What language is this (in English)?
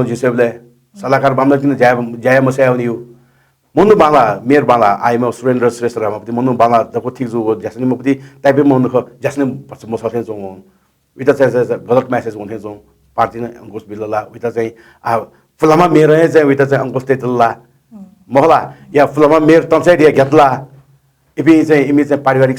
Newari